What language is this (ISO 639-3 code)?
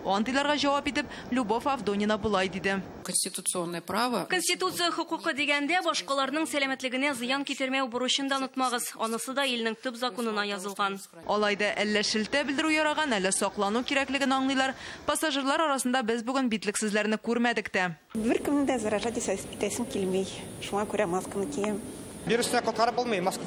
tat